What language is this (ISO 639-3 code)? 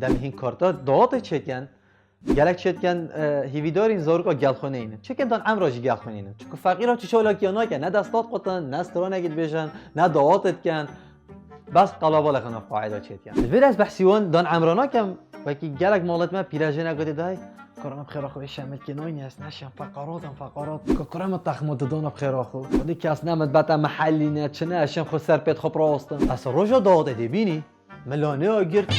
kur